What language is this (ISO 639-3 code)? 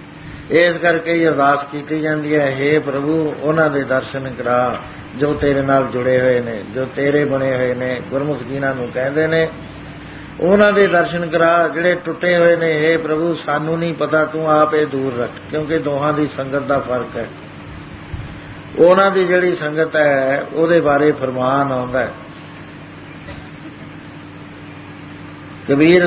pan